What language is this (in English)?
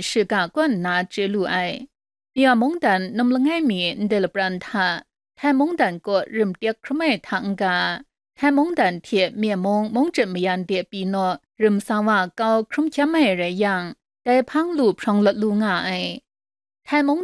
Kachin